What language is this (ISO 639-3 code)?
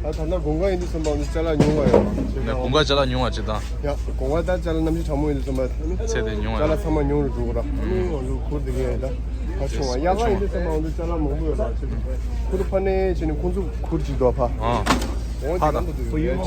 bod